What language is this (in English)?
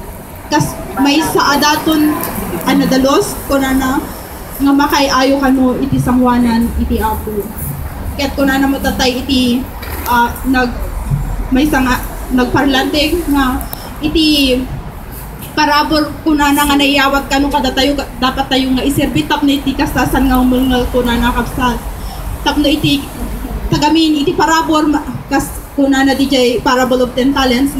Iloko